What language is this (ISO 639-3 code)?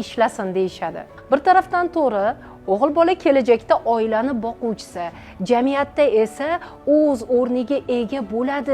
uzb